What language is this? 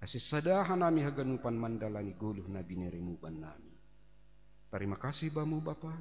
Batak Simalungun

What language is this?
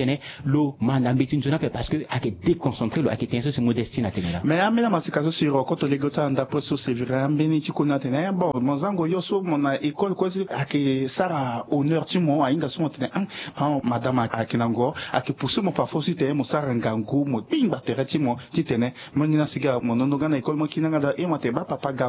Sango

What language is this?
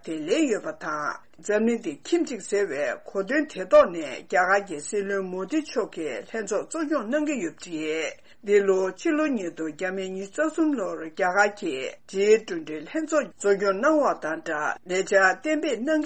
Tibetan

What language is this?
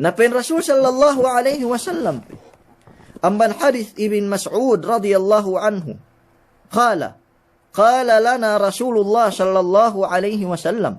Yakan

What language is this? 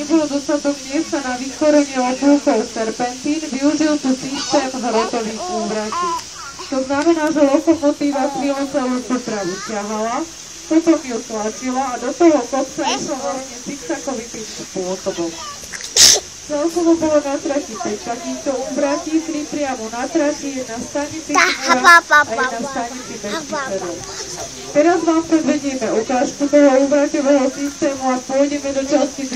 Slovak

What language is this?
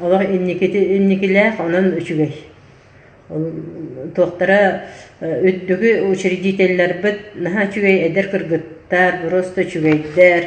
Yakut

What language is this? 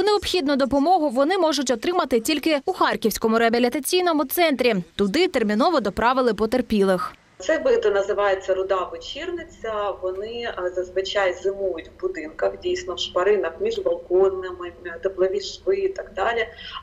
Ukrainian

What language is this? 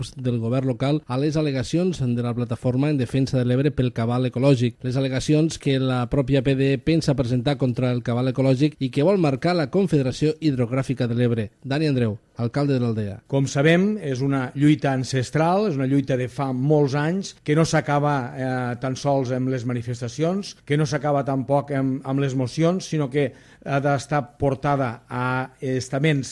Catalan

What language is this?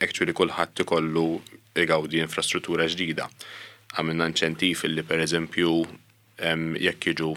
Maltese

